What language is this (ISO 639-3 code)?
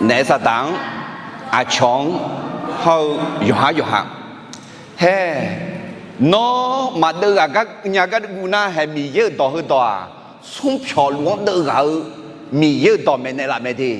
ahk